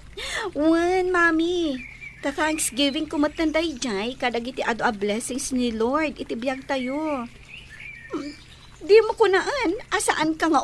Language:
Iloko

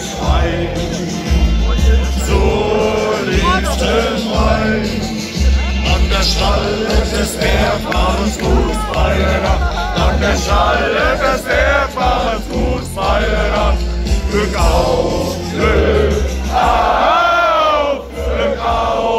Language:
German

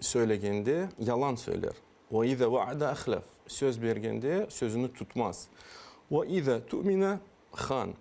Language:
Crimean Tatar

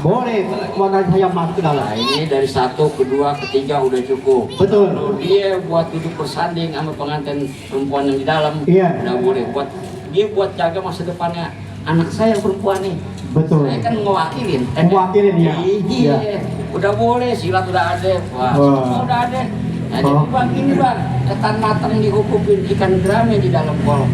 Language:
Betawi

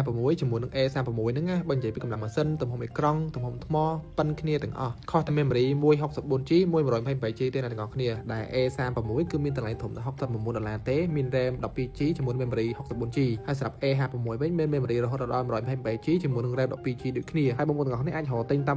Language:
Khmer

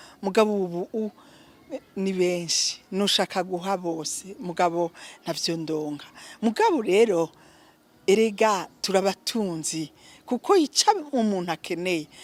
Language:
Rundi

